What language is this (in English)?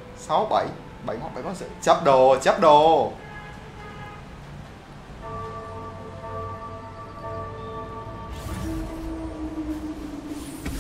Vietnamese